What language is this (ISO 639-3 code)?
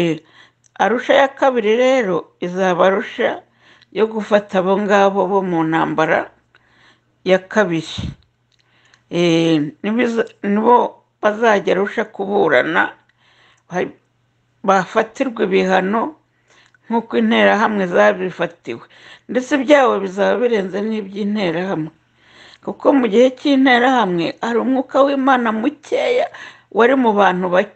kin